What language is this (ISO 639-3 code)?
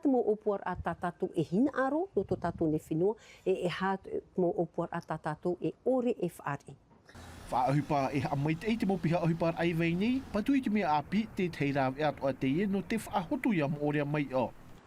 tah